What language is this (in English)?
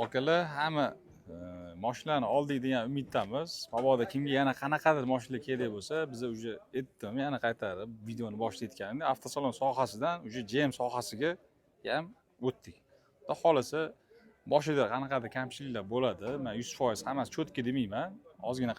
Uzbek